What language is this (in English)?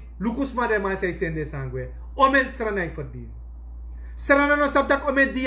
Sranan Tongo